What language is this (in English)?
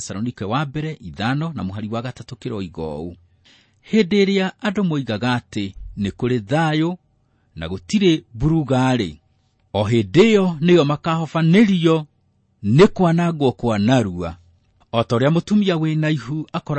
Kikuyu